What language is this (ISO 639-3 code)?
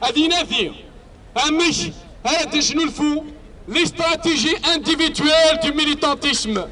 kab